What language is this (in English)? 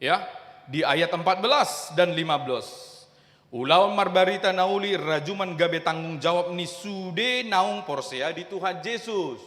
Batak Toba